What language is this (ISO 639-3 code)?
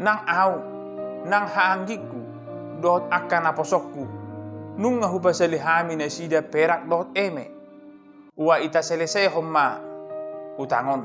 bbc